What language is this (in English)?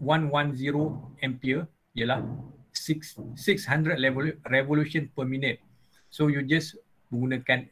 Malay